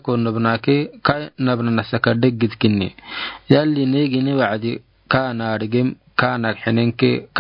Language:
Afar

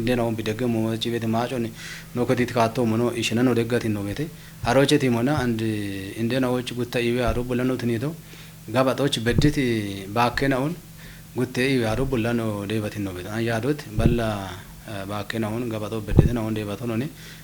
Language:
Kafa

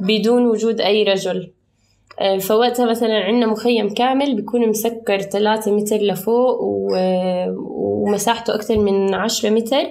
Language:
North Levantine Arabic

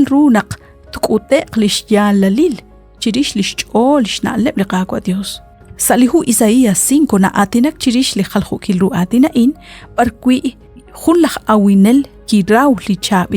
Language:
Kekchí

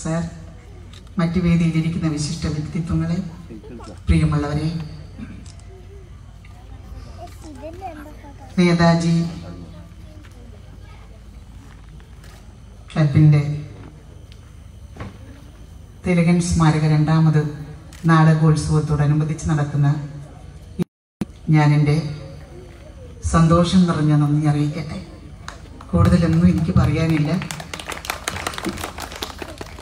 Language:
Malayalam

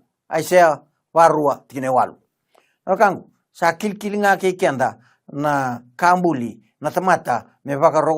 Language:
Fijian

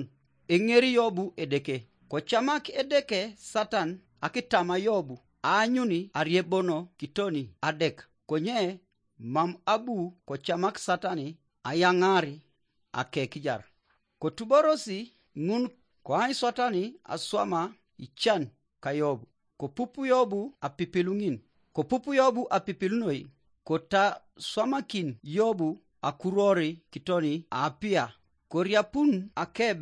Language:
Teso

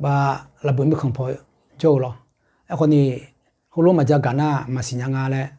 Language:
Akha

